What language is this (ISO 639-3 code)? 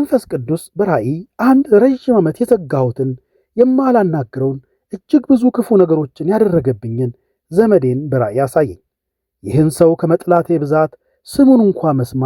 amh